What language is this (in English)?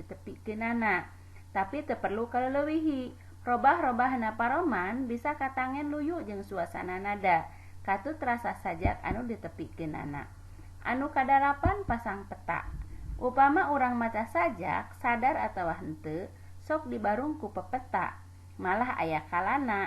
Sundanese